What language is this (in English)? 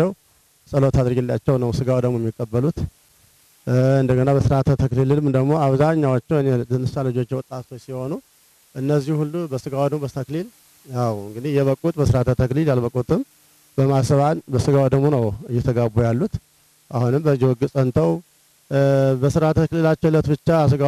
Amharic